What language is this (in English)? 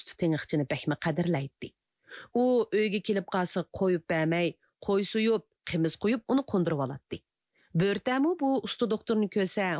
Uyghur